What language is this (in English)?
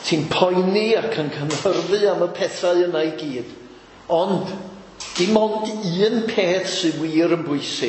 Welsh